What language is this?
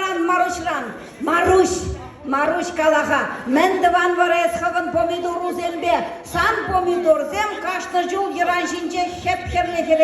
Chuvash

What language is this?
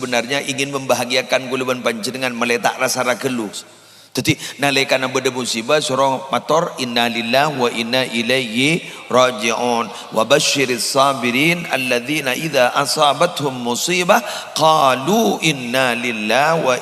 Madurese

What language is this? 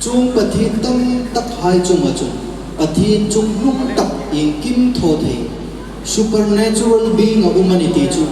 Hmar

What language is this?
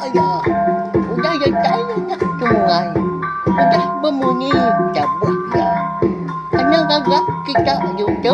Iban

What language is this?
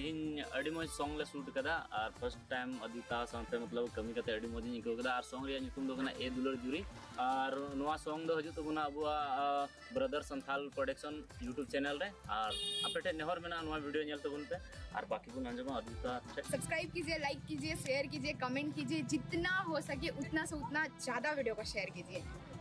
Santali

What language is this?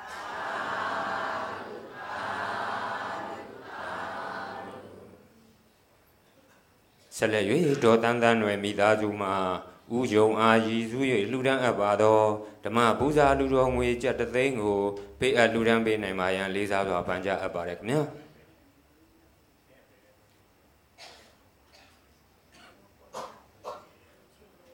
Burmese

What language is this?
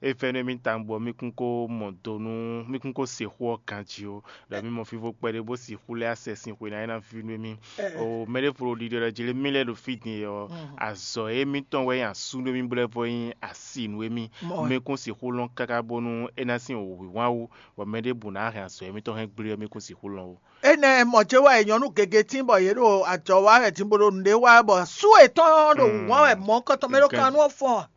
Fon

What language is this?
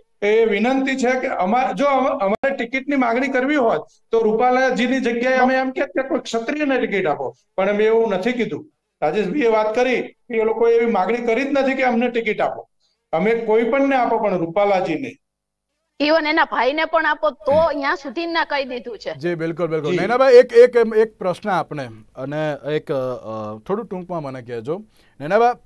Gujarati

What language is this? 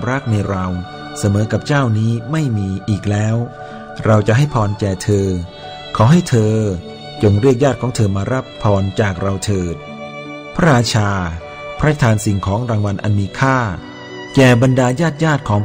Thai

